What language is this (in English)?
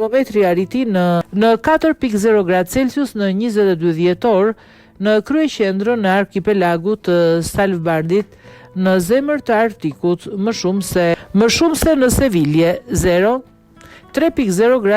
Albanian